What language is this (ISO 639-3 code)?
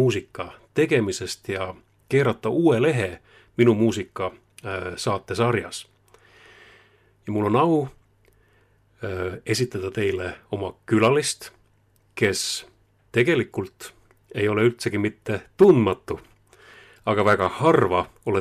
est